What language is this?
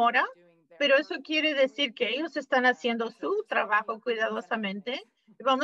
Spanish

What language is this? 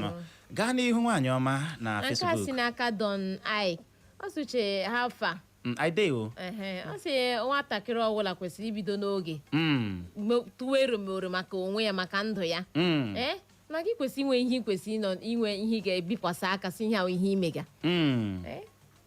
Igbo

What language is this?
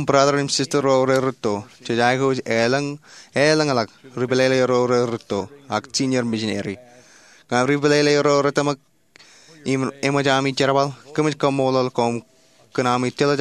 Marshallese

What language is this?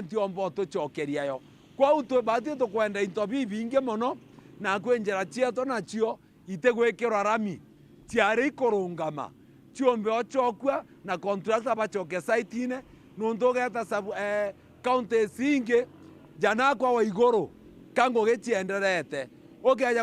Meru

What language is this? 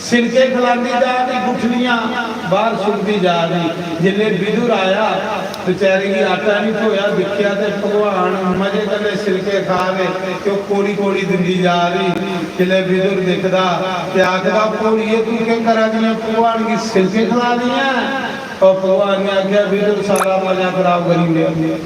Dogri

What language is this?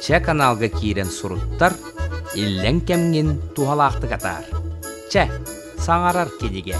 Yakut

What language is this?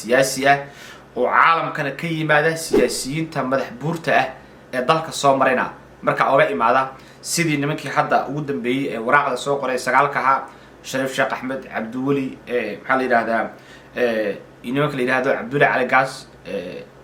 Somali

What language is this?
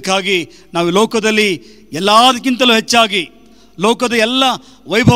Kannada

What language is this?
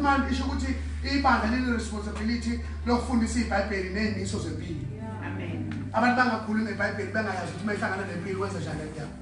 Zulu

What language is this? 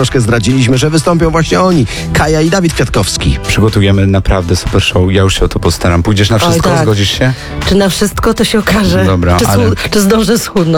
Polish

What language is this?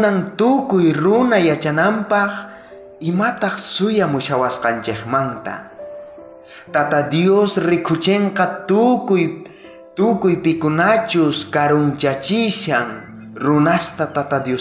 South Bolivian Quechua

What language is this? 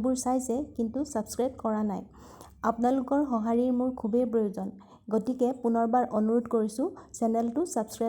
Assamese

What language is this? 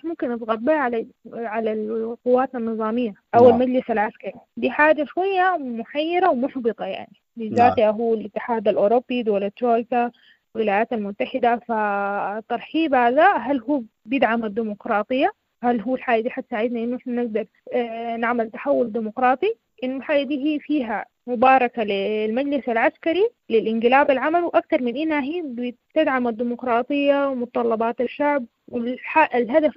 Sudanese Arabic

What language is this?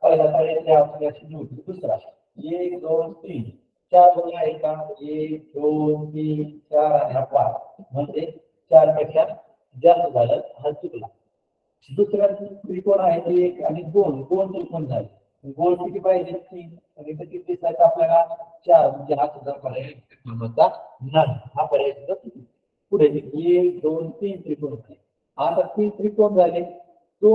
Marathi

